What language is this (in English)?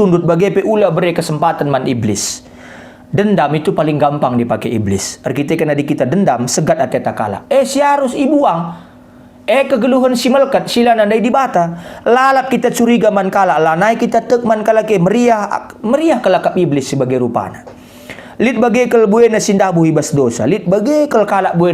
Batak Karo